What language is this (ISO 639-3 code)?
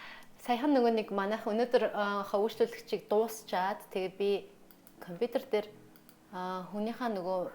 mon